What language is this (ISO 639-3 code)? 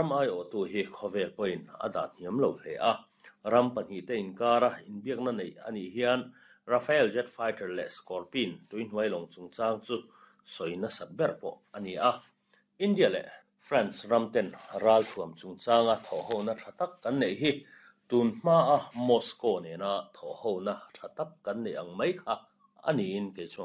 lus